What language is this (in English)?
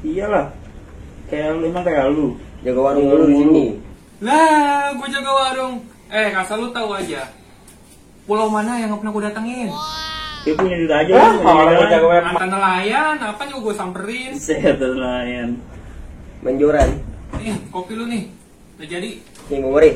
Betawi